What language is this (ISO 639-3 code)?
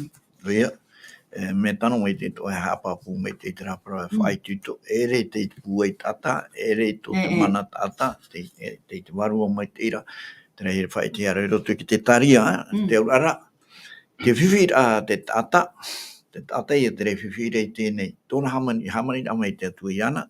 tah